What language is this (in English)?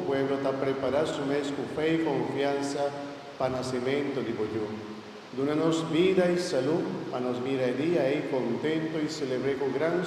Papiamento